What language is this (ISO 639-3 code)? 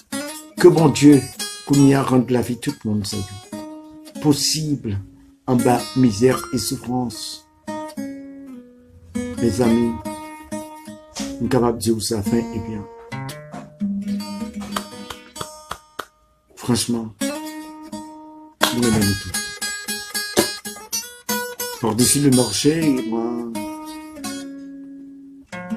hat